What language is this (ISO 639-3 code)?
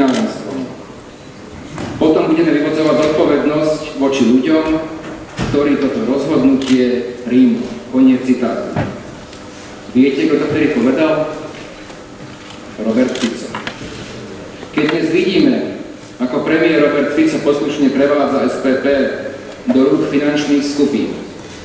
slk